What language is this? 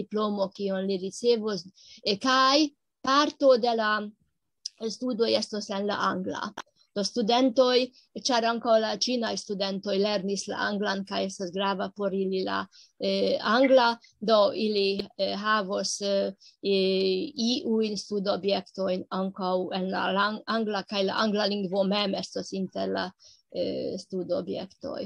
Esperanto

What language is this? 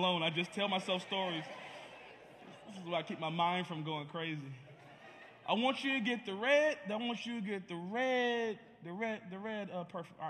English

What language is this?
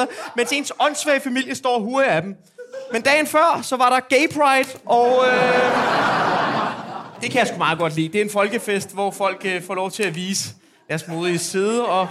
Danish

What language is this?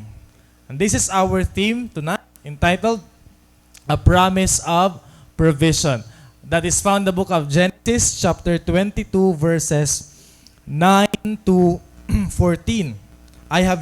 Waray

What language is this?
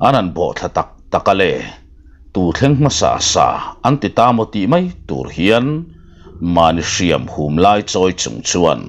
Mizo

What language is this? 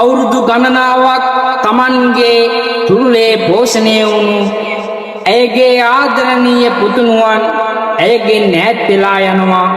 Sinhala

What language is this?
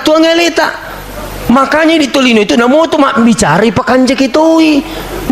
Buginese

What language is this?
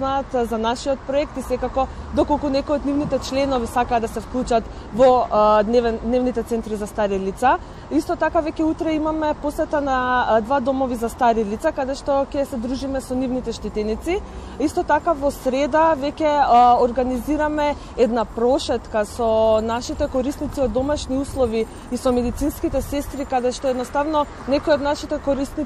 Macedonian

